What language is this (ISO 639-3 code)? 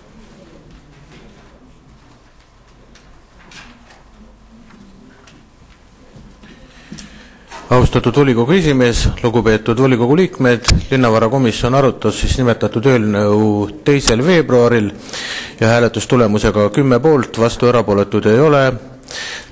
est